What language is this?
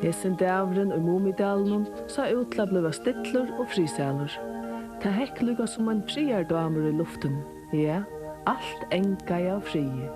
Faroese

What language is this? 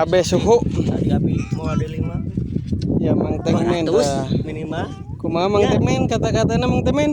Sundanese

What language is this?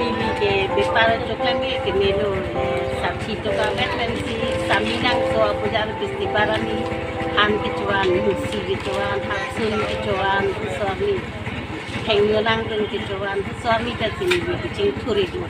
Karbi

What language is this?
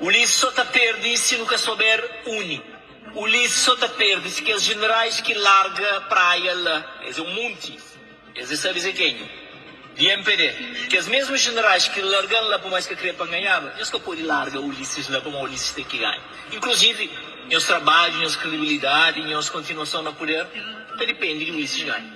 Kabuverdianu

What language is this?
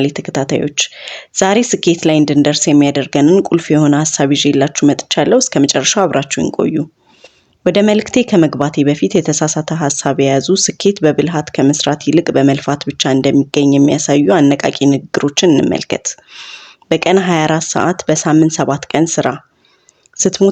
Amharic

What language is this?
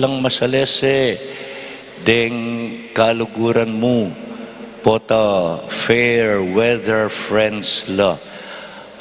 Pampanga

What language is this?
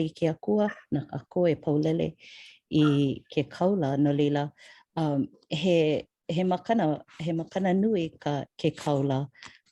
Hawaiian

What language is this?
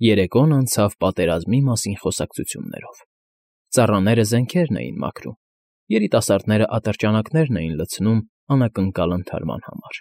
Armenian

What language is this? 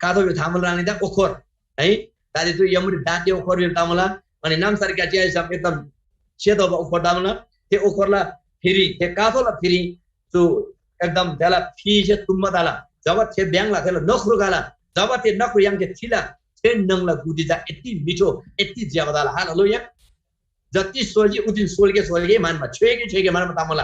Eastern Tamang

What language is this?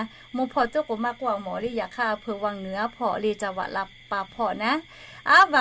Lahu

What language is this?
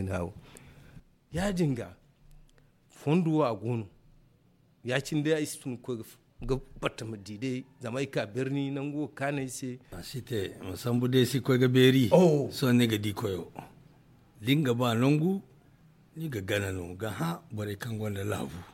Zarma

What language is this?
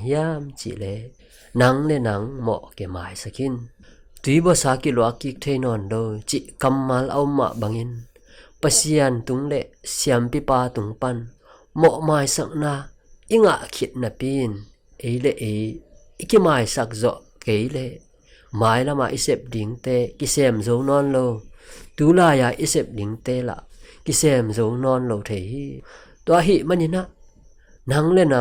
Tedim Chin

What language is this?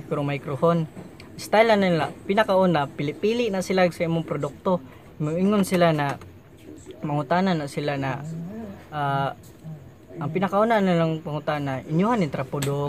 Cebuano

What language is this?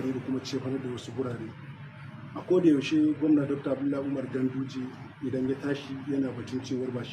Hausa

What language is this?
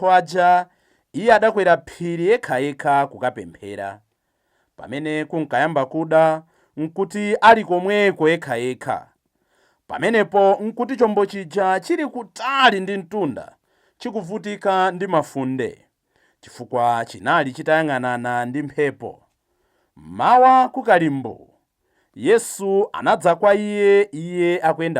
Nyanja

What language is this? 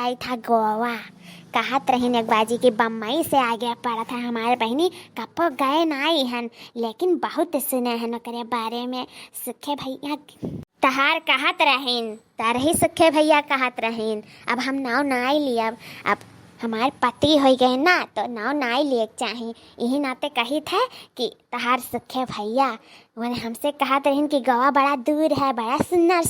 Awadhi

